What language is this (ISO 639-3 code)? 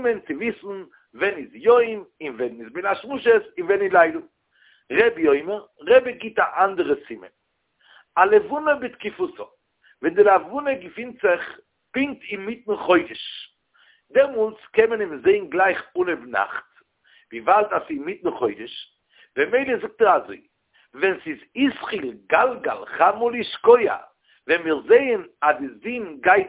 yid